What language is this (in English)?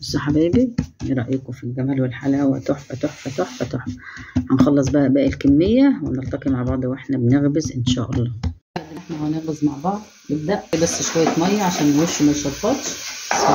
Egyptian Arabic